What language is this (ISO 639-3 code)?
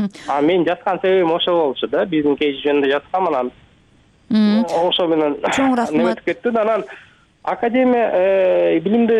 kir